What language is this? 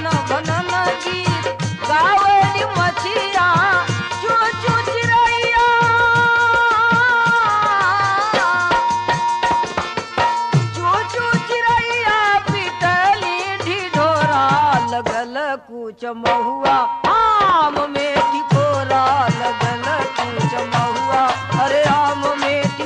Bhojpuri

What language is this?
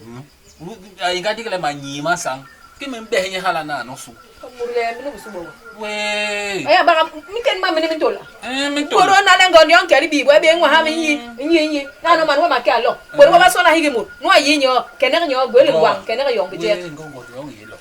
Basaa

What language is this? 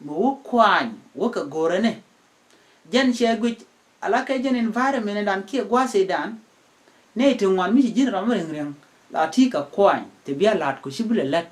Nuer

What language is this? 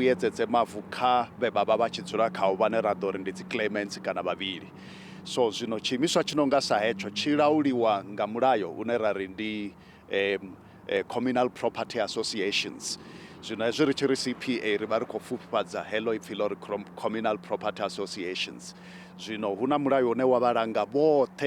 Venda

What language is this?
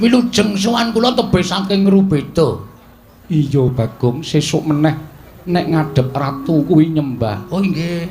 Javanese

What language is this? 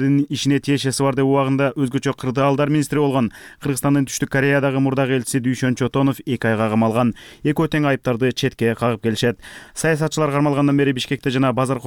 Kyrgyz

